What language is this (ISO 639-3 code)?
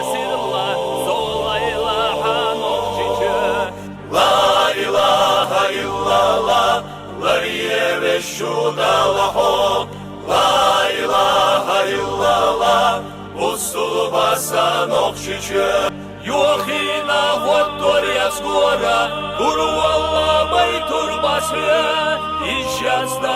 che